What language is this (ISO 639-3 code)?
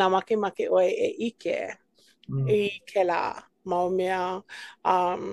haw